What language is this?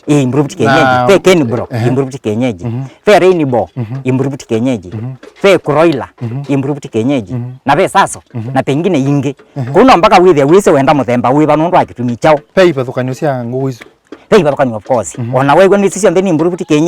Kamba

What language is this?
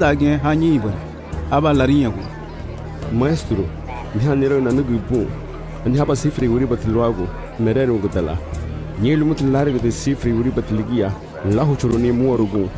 Garifuna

